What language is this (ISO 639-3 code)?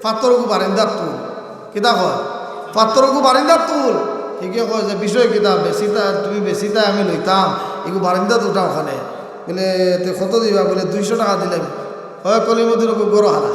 syl